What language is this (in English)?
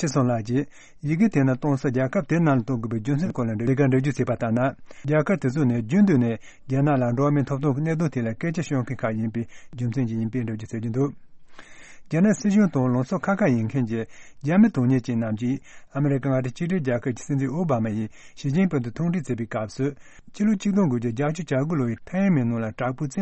Tibetan